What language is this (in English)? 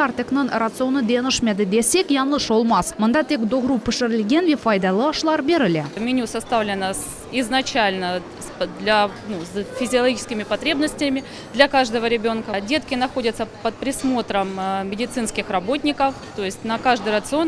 Crimean Tatar